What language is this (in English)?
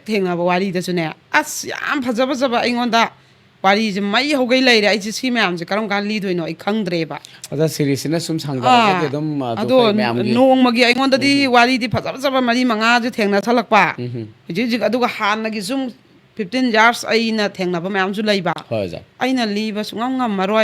Manipuri